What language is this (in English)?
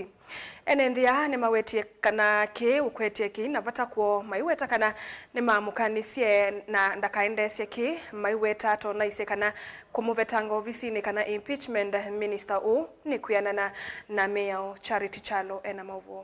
Kamba